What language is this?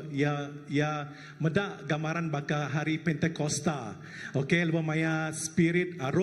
Iban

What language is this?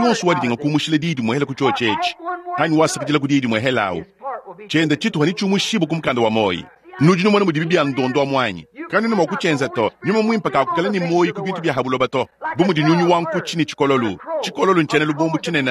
Luba-Lulua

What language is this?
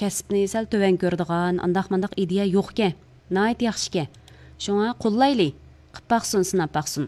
Uyghur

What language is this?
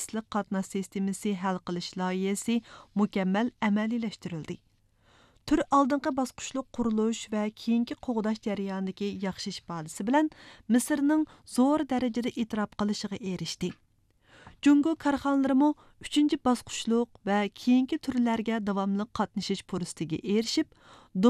Uyghur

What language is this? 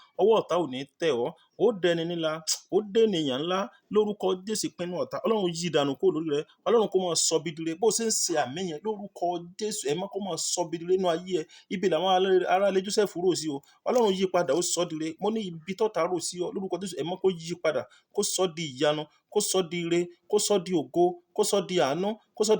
Yoruba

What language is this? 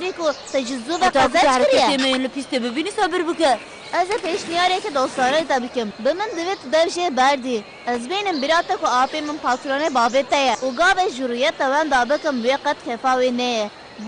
Kurdish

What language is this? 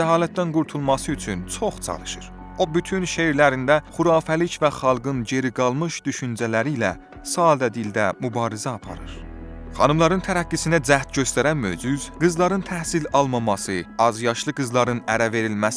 South Azerbaijani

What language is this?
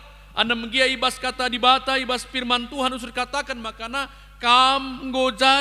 Batak Karo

